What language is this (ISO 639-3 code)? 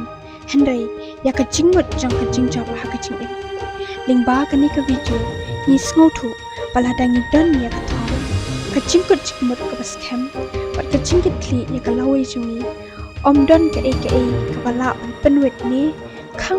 kha